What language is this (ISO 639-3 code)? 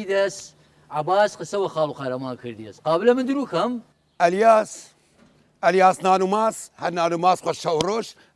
sdh